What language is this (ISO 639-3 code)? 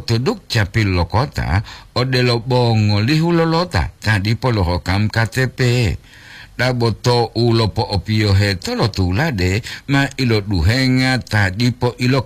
gor